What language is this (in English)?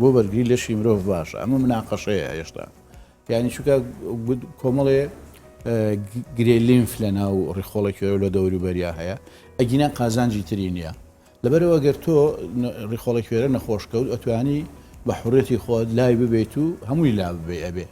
Central Kurdish